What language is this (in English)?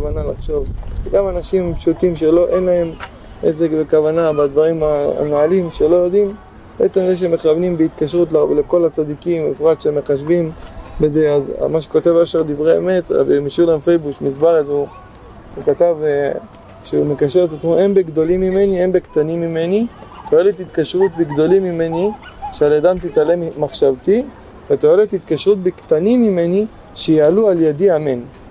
Hebrew